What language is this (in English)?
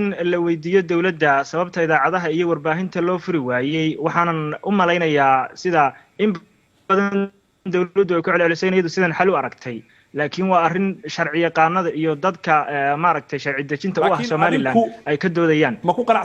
Somali